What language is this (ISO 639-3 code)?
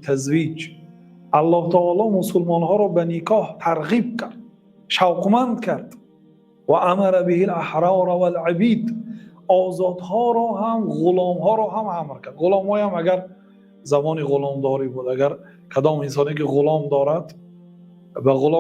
tgk